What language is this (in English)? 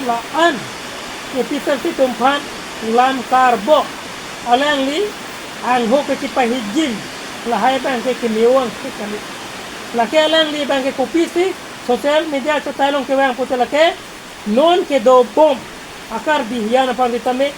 Karbi